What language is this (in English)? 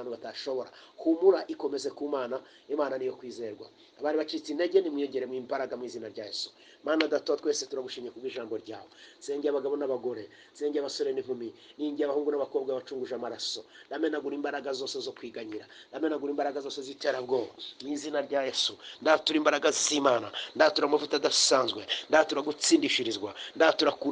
Kinyarwanda